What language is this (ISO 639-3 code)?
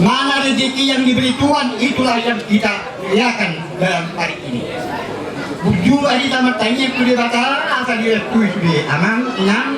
bbc